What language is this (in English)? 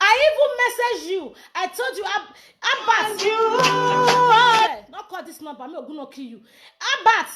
Nigerian Pidgin